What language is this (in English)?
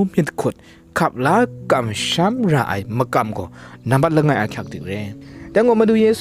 Kachin